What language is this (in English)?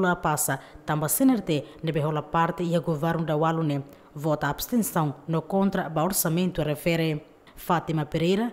Tetum